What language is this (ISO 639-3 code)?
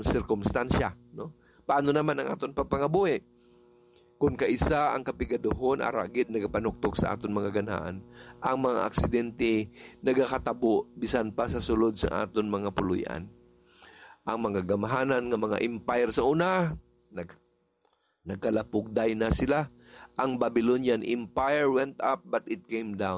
hil